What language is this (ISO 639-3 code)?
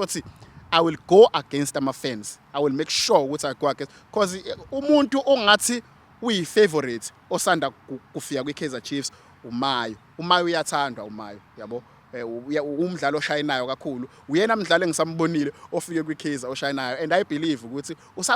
zul